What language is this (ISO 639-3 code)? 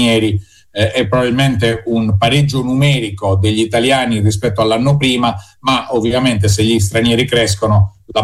ita